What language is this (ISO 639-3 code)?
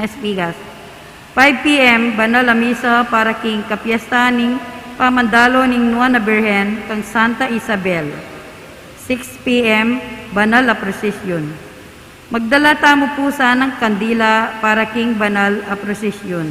pam